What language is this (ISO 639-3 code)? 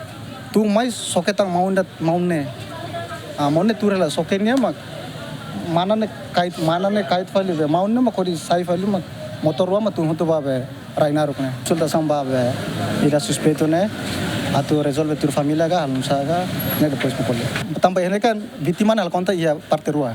tet